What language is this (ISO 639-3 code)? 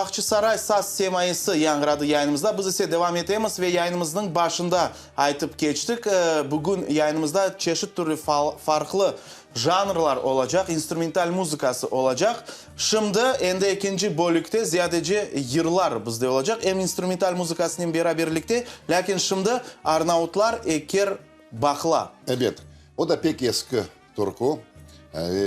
crh